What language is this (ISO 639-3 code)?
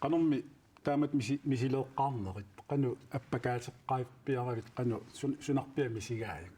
kal